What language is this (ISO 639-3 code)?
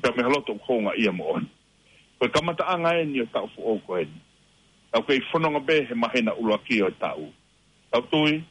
ton